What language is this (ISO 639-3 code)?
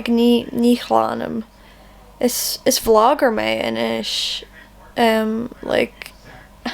gle